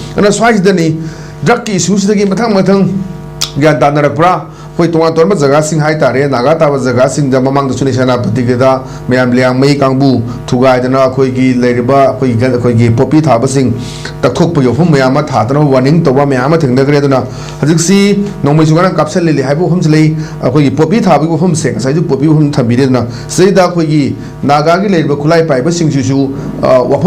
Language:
Manipuri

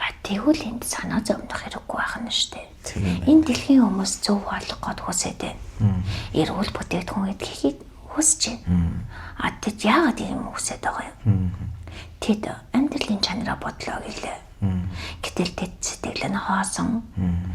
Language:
Mongolian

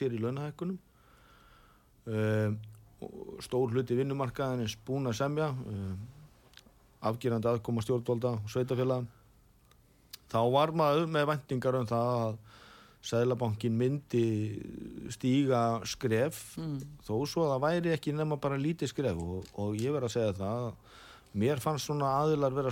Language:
Icelandic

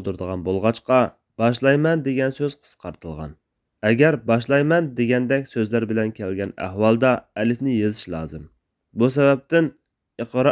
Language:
Uyghur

